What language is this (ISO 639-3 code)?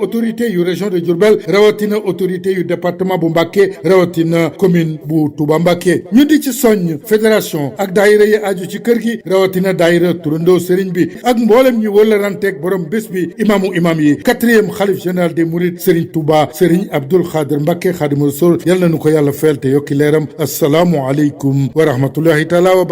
wol